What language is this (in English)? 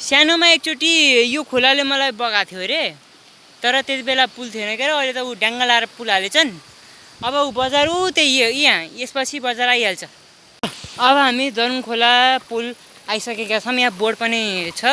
Nepali